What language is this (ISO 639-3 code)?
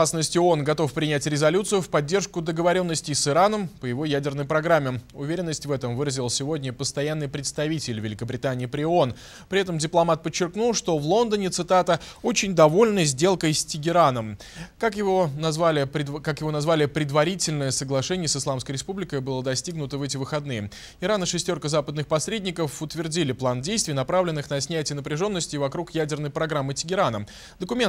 rus